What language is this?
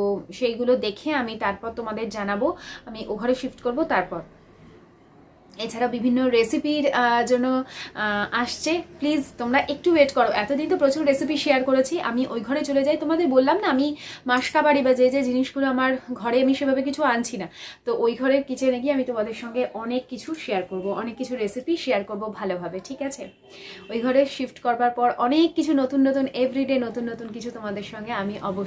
Bangla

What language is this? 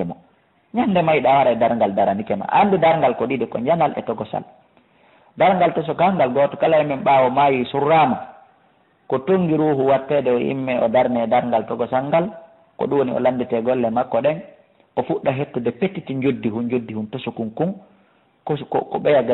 Fula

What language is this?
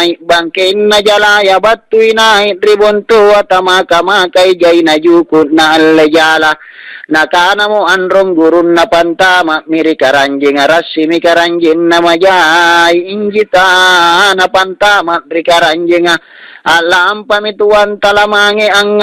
Makasar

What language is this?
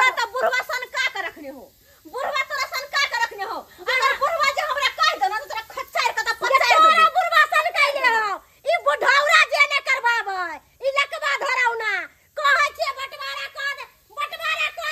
Maithili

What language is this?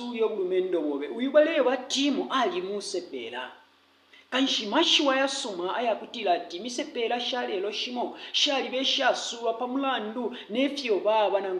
Bemba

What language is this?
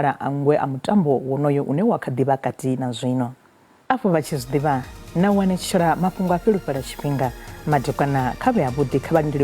Venda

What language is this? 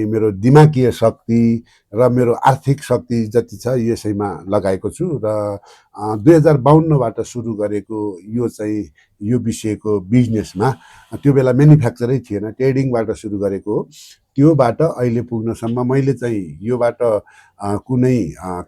Nepali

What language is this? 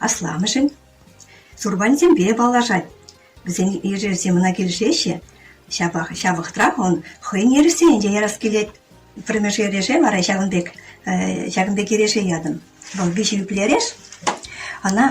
Chuvash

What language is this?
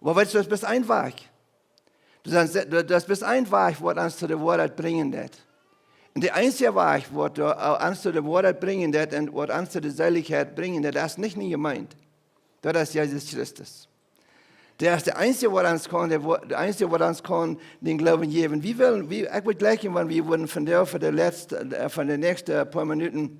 Plautdietsch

